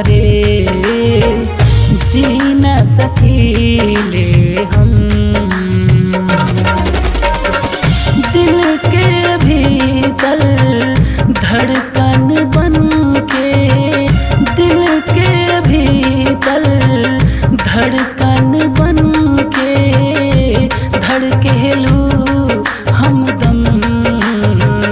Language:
Bhojpuri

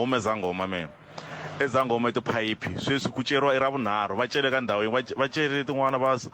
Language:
Tsonga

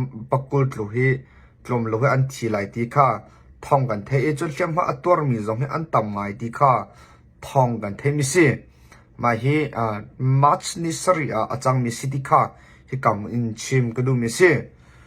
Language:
Hakha Chin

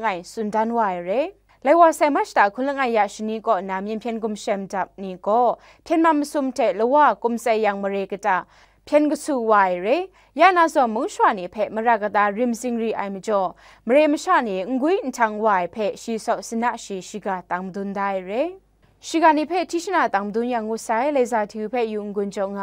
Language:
Kachin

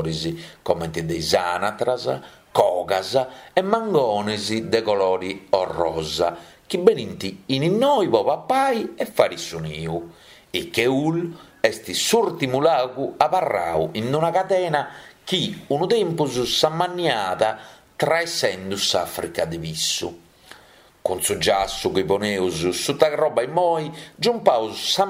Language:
Sardinian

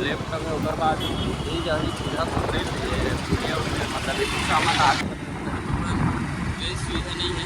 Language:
Chhattisgarhi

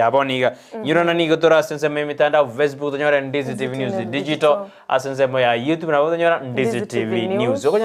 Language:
Gusii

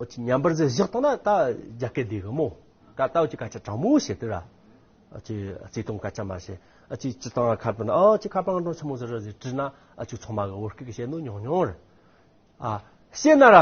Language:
Amdo Tibetan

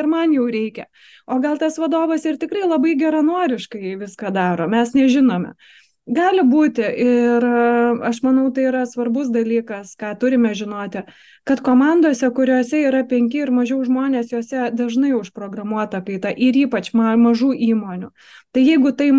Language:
Lithuanian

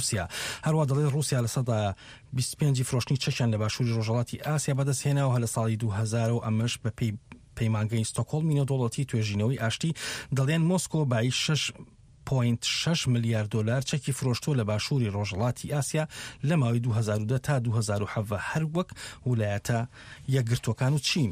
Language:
Central Kurdish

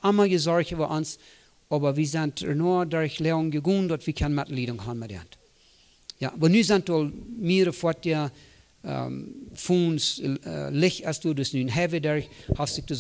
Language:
Plautdietsch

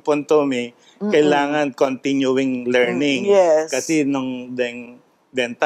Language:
Pampanga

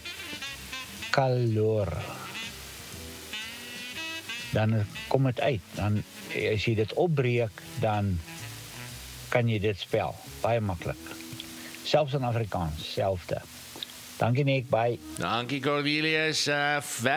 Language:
Afrikaans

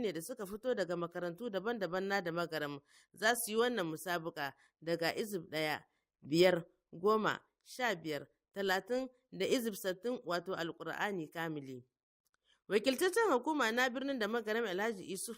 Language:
Hausa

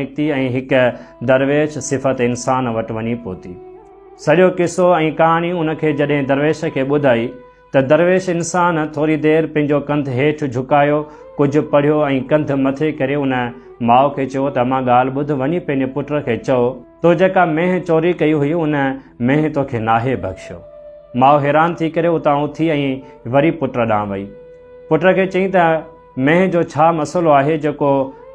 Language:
Sindhi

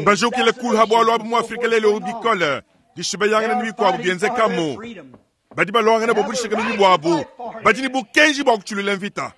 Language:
Luba-Lulua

